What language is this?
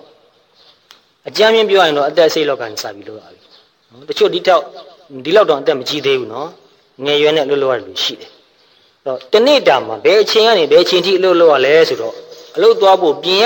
Burmese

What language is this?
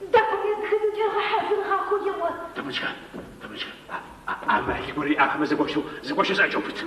Adyghe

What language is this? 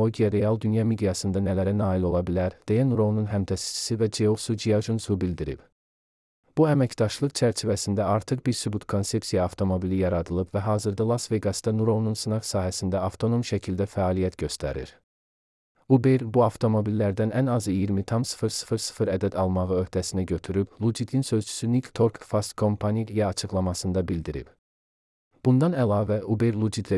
Azerbaijani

